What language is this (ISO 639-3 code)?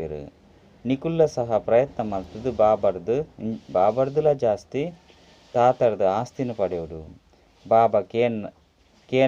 tcy